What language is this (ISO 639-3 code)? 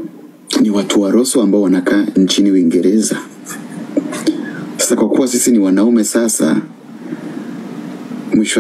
swa